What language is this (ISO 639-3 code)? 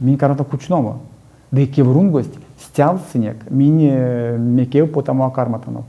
myv